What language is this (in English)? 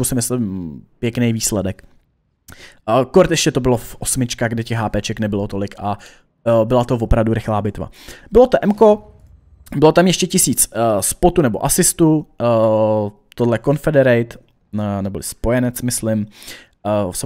Czech